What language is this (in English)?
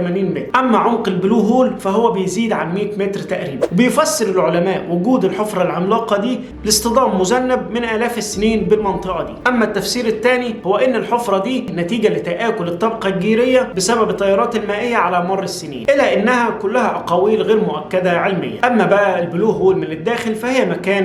Egyptian Arabic